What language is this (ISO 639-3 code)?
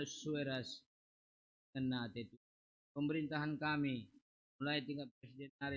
btx